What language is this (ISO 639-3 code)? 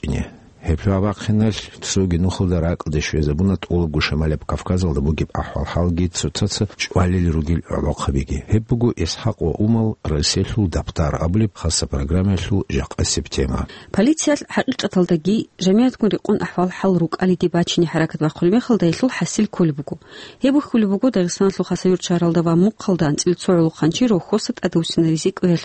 ava